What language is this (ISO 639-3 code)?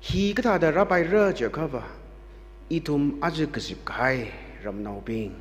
nmf